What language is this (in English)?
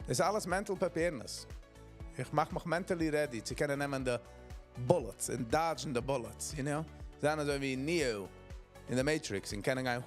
Yiddish